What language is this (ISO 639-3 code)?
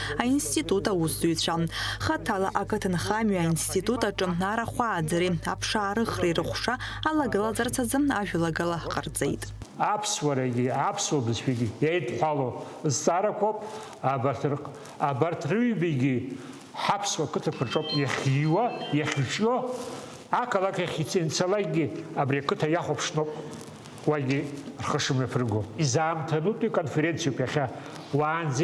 abk